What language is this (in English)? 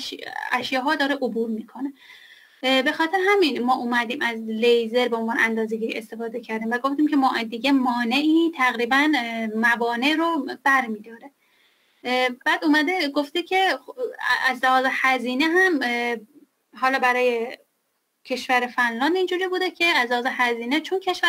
Persian